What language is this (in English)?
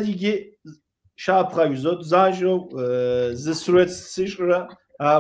Kabardian